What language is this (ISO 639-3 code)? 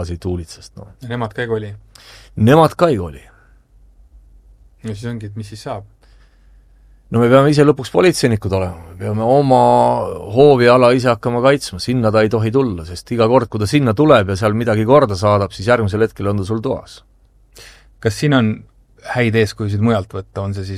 est